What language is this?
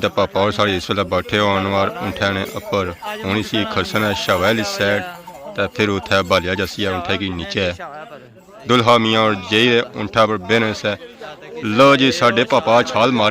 Pahari-Potwari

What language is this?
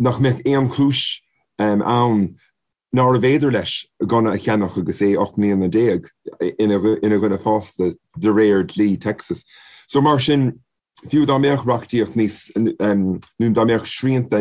Irish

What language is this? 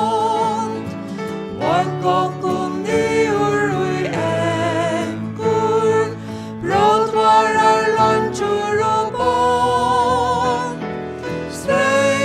Faroese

